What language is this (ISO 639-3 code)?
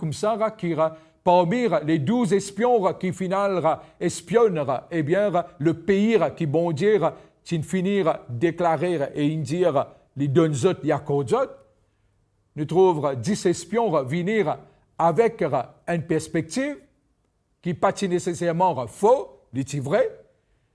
mfe